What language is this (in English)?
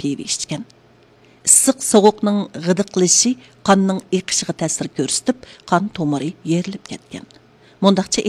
Uyghur